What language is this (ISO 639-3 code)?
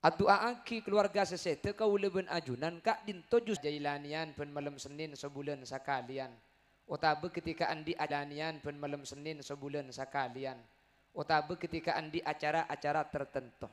mad